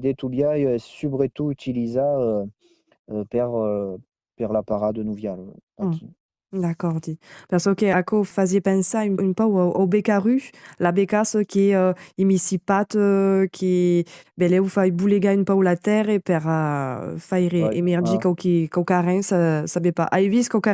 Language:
Occitan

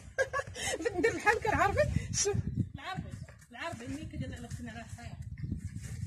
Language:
Moroccan Arabic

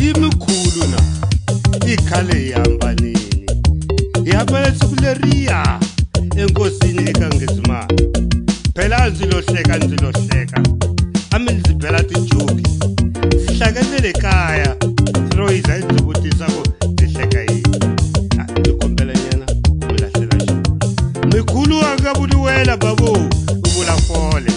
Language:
Tsonga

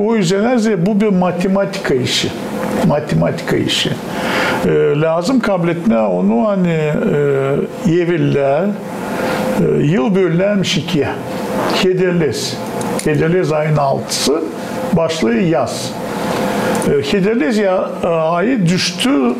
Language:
Gagauz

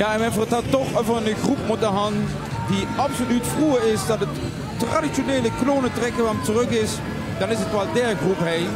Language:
Limburgish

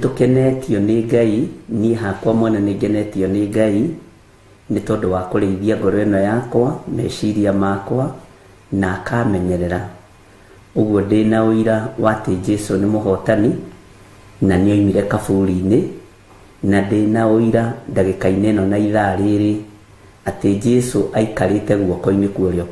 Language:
Kikuyu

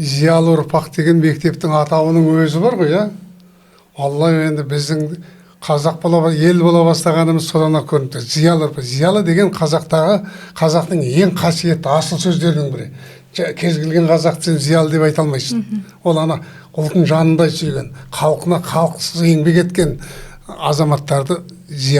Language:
Kazakh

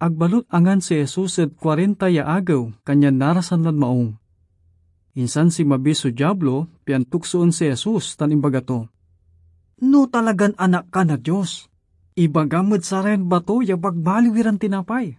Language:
Pangasinan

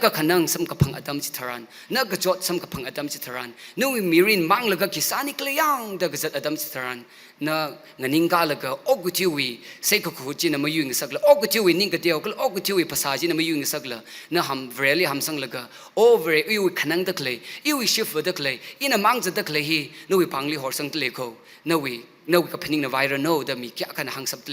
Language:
Tangkhul Naga (India)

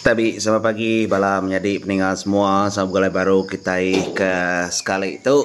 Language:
Iban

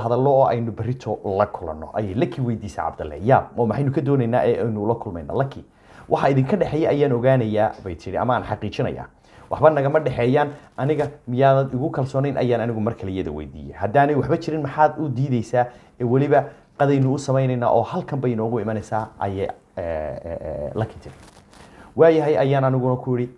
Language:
Somali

